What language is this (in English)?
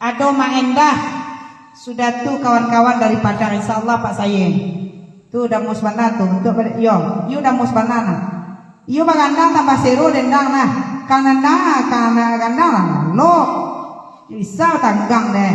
Minangkabau